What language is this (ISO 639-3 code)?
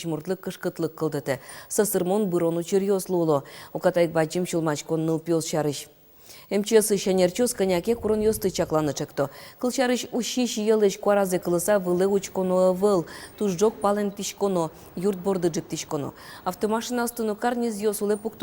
udm